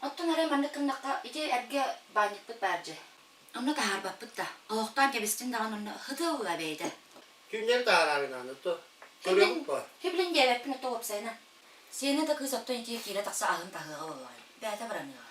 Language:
Yakut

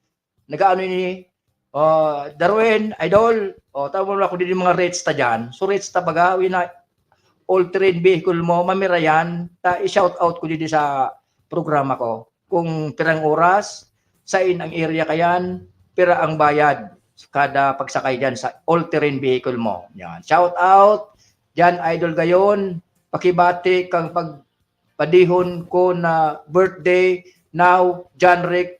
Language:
Bikol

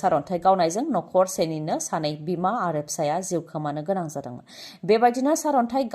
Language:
Bodo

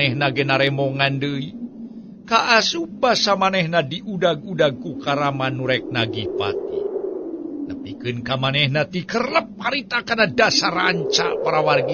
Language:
Sundanese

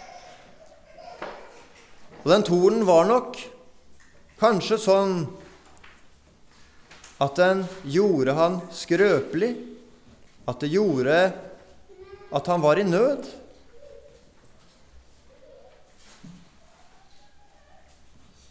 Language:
Norwegian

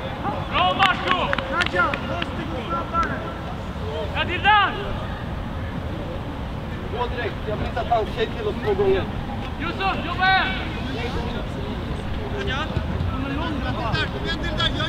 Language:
Swedish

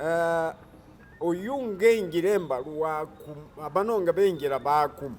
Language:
Masaaba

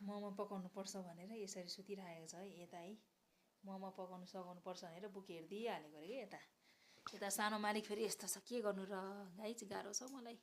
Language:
Nepali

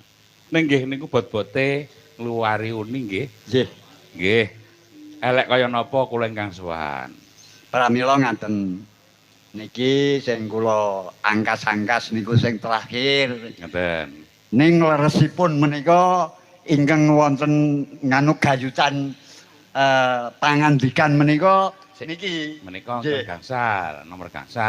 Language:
Javanese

